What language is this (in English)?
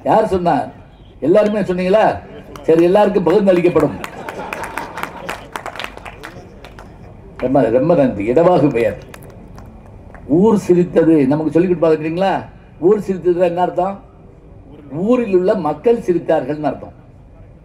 Tamil